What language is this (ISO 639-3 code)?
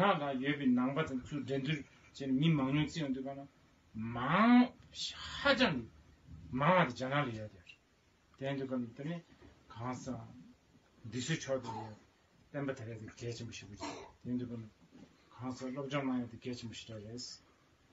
bod